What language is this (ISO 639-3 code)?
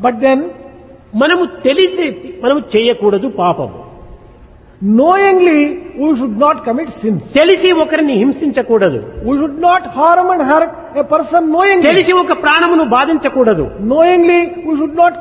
tel